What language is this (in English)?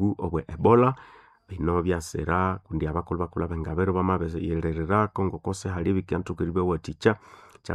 Nande